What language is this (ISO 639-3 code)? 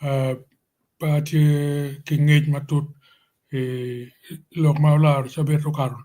ach